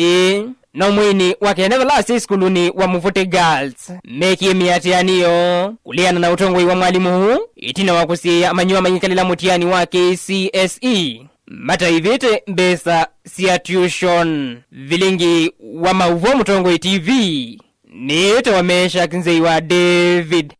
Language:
Kamba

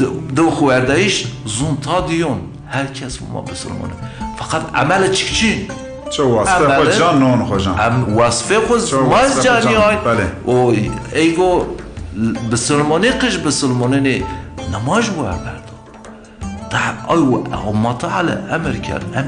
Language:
Zaza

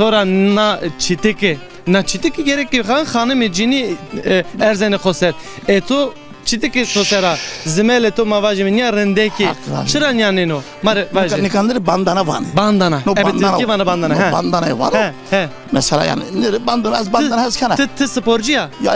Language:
Zaza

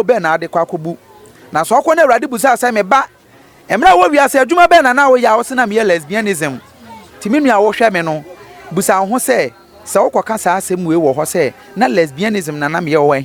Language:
Akan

